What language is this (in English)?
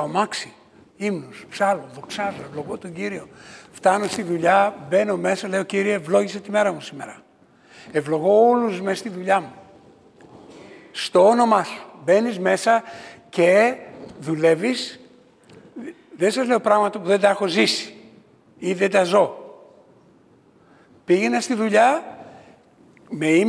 Greek